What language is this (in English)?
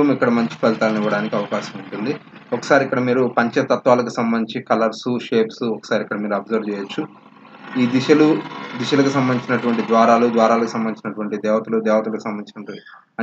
Telugu